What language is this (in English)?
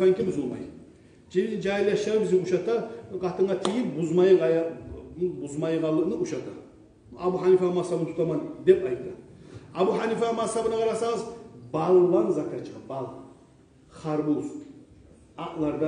Kumyk